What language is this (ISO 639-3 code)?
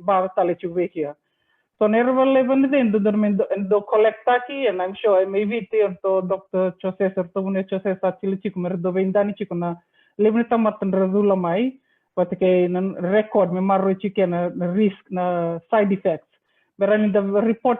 fij